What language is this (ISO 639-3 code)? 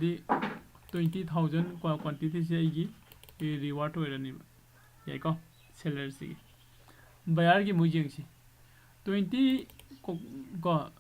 mni